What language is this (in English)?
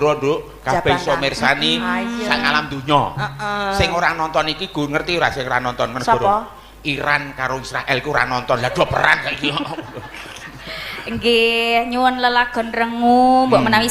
Javanese